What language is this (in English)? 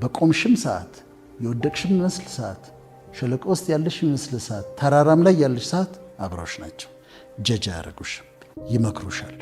Amharic